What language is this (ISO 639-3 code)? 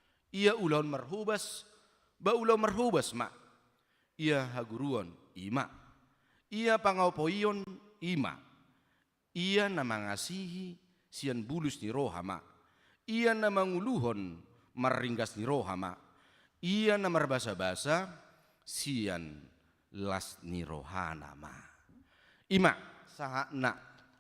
bbc